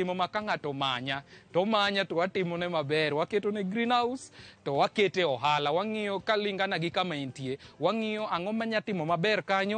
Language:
Luo (Kenya and Tanzania)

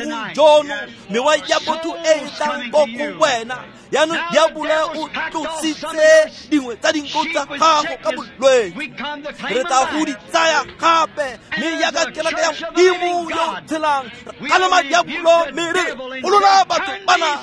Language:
Tswana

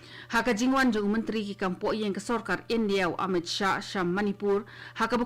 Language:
Khasi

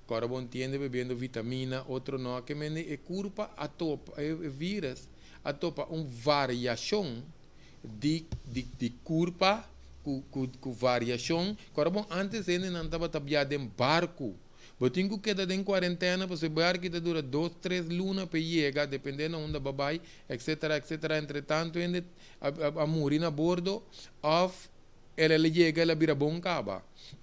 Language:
Papiamento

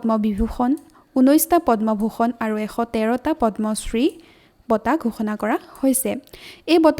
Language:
Assamese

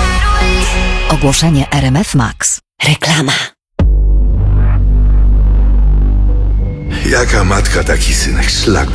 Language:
Polish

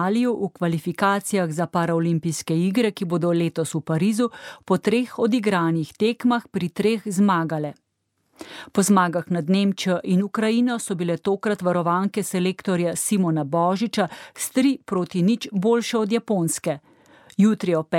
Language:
Slovenian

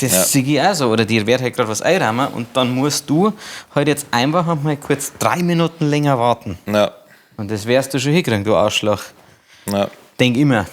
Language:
Bavarian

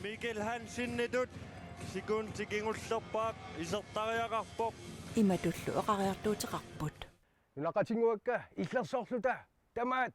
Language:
Kalaallisut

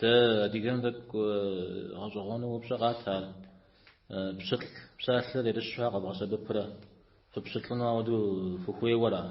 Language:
Kabardian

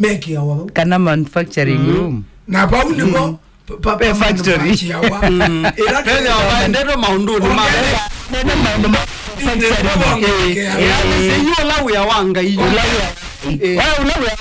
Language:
Kamba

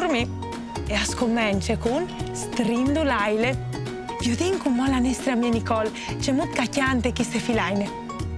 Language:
Friulian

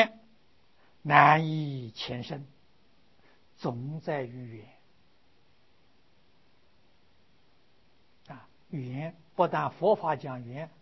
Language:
Chinese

